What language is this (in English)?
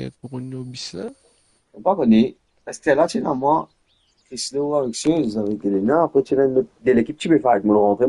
Morisyen